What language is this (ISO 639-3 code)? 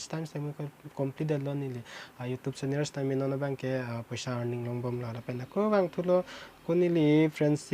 mjw